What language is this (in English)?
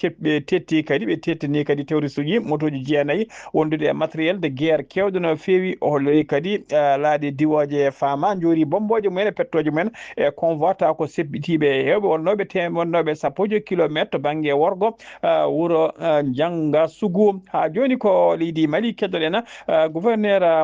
Fula